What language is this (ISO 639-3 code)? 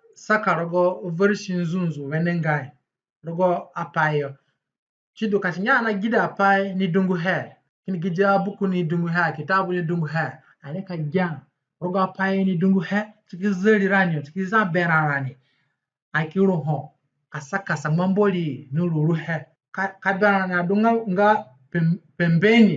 zne